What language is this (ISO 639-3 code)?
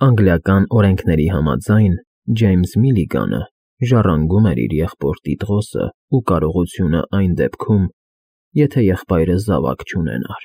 hye